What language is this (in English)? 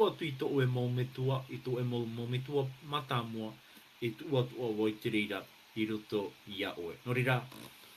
Tahitian